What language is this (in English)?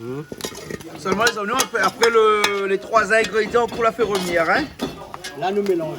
Réunion Creole French